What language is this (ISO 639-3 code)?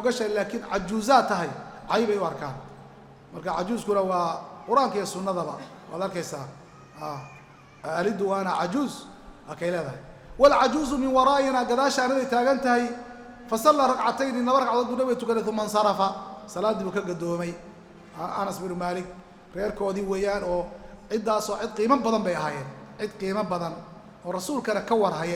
som